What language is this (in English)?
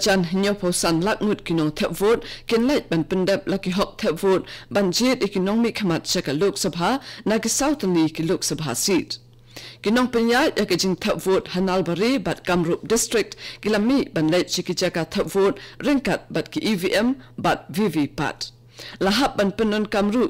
Khasi